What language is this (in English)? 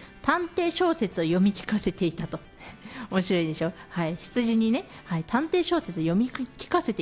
Japanese